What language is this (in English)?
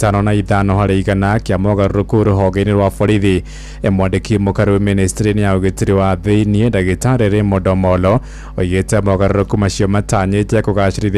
Kikuyu